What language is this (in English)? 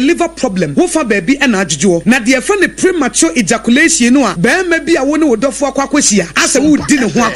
Akan